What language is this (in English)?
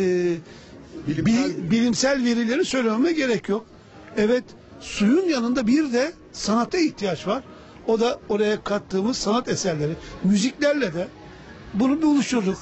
Turkish